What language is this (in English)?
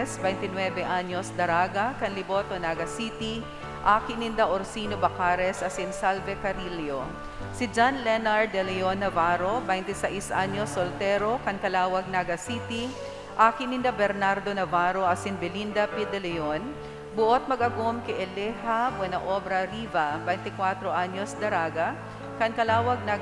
Bikol